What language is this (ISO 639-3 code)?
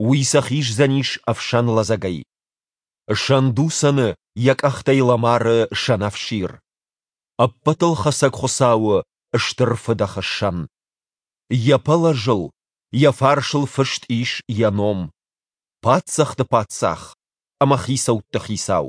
oss